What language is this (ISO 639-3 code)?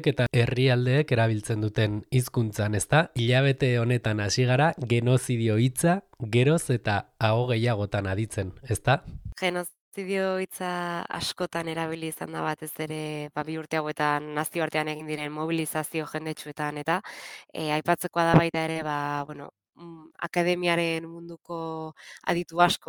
eus